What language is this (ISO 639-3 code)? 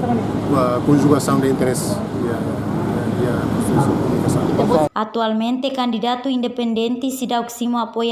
tet